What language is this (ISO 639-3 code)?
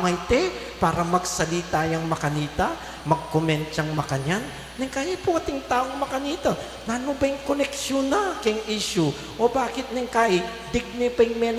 pam